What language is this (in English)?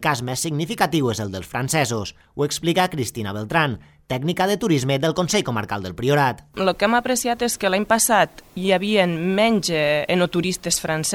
Catalan